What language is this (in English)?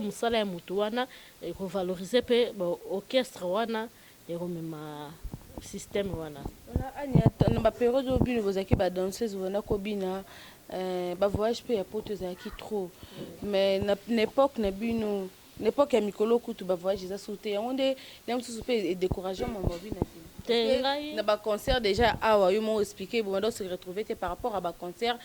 Lingala